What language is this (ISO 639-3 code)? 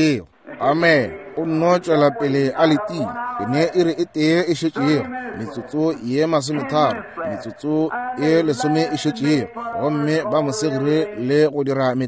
nso